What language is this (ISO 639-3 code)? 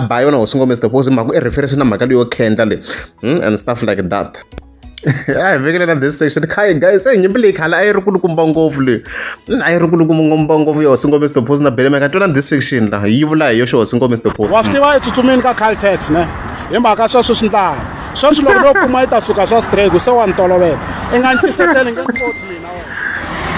tso